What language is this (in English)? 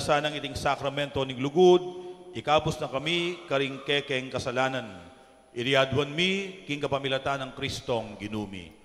Pampanga